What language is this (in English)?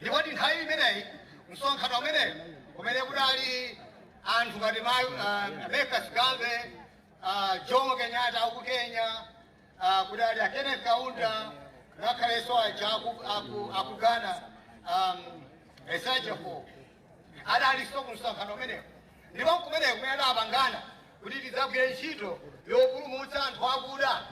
Nyanja